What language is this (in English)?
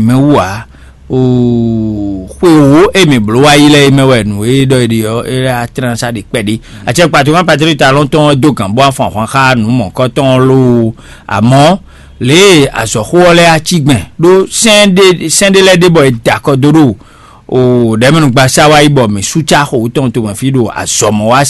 Fon